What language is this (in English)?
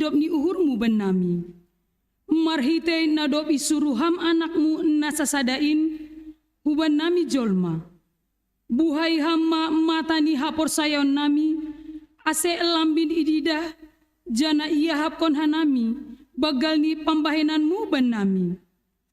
Batak Simalungun